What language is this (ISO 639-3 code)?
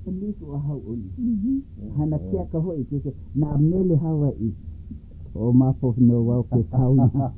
haw